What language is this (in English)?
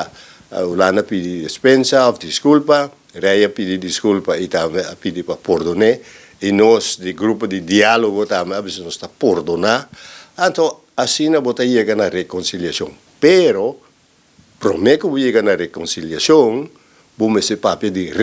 Papiamento